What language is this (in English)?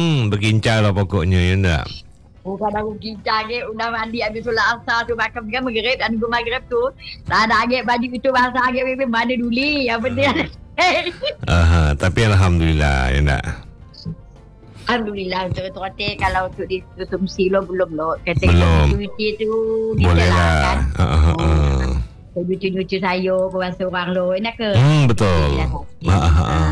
Malay